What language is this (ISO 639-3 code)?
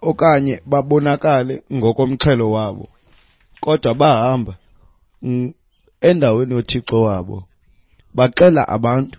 xho